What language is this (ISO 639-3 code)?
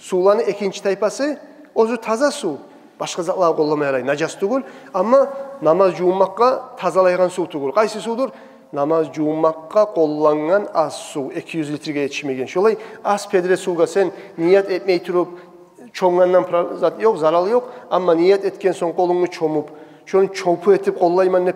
kum